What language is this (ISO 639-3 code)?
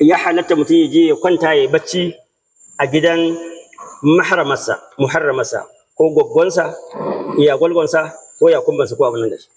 hau